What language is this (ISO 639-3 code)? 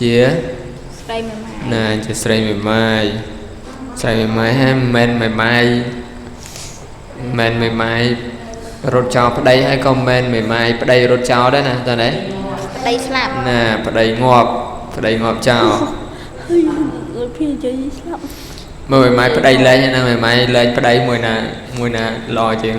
khm